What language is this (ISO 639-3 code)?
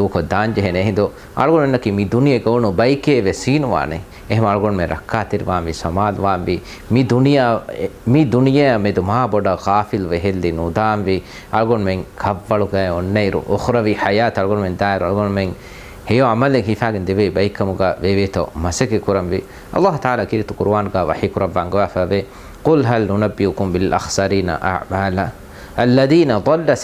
div